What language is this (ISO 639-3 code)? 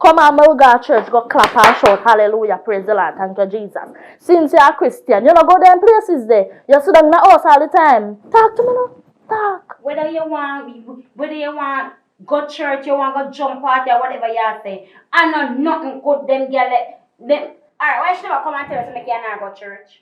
jam